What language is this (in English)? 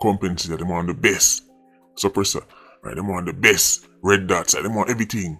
Jamaican Creole English